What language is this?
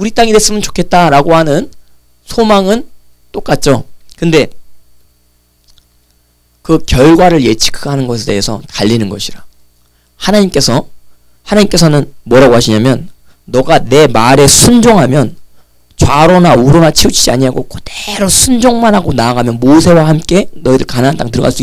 Korean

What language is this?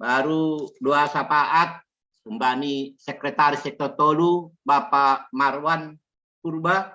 Batak Simalungun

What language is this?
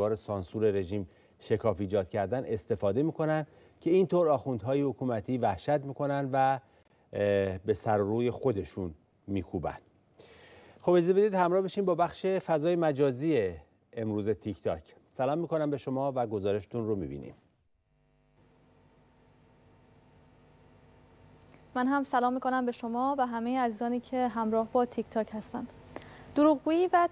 Persian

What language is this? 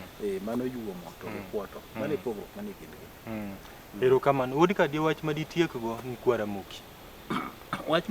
Luo (Kenya and Tanzania)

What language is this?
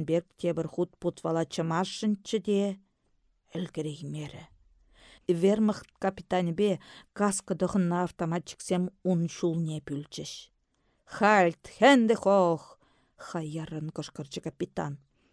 Chuvash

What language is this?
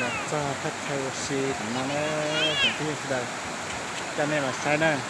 Hmong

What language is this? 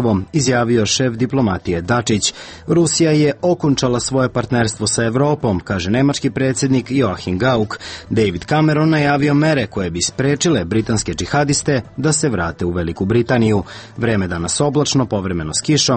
Serbian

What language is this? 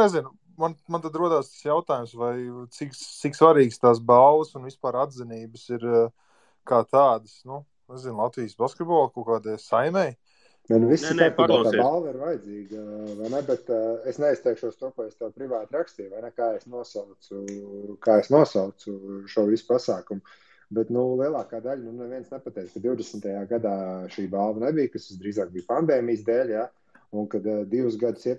Latvian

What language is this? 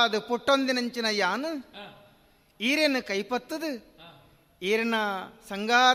Tulu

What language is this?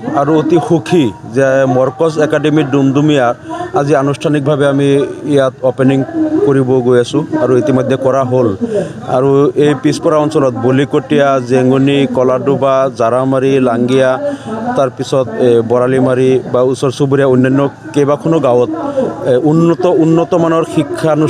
Assamese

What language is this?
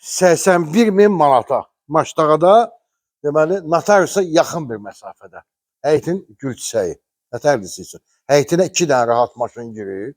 Azerbaijani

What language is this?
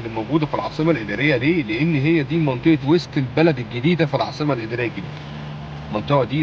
Egyptian Arabic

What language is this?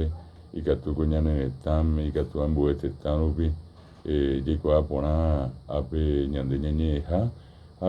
Guarani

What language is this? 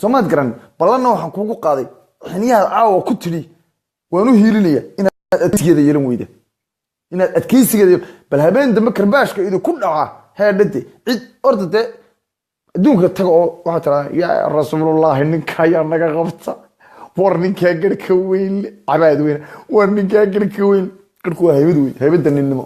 Somali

